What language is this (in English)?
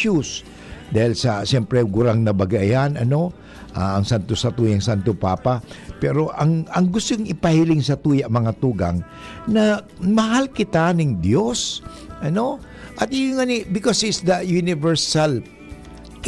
Bikol